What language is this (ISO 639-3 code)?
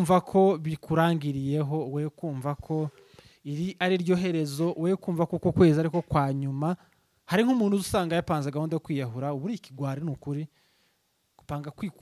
run